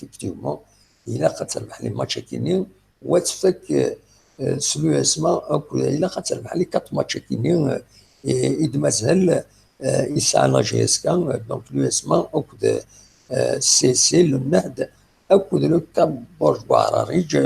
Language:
Kabyle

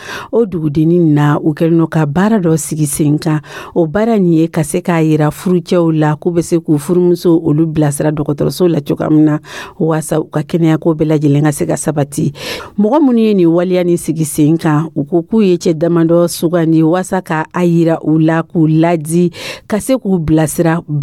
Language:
Dyula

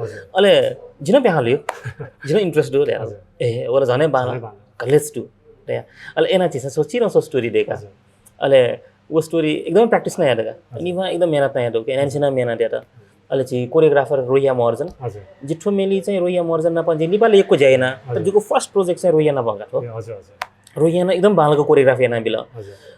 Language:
Newari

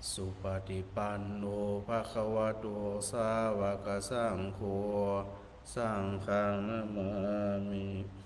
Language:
Pali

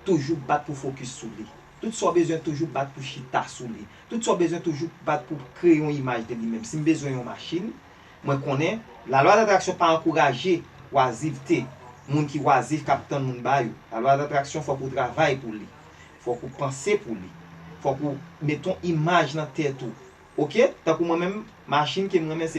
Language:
Haitian Creole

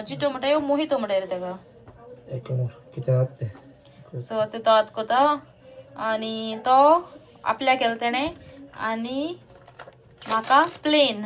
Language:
Konkani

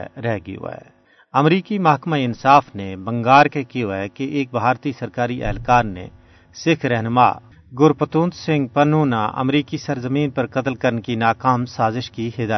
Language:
Gujari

